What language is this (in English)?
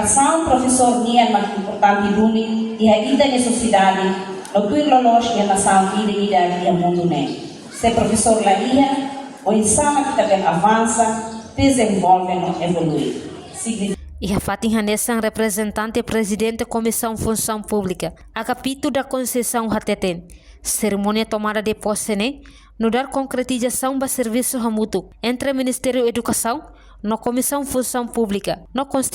Tetum